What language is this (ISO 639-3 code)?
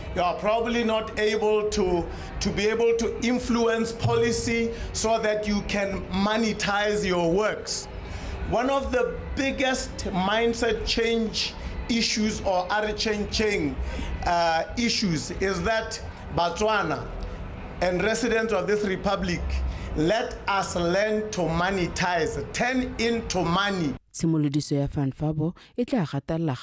tsn